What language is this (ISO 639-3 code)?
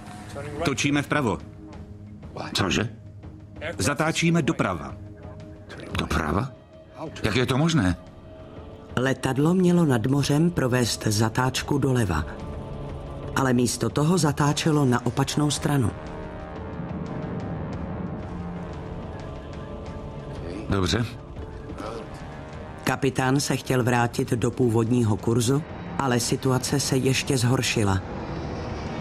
ces